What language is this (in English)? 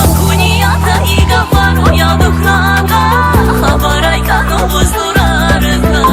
Tabassaran